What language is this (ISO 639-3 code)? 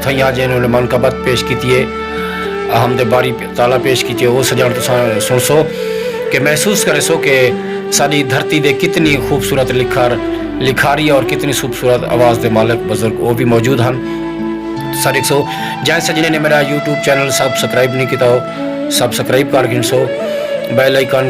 skr